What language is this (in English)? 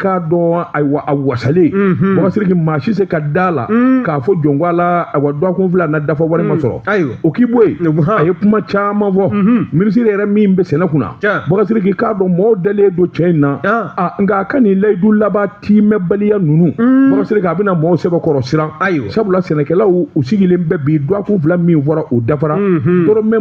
Bambara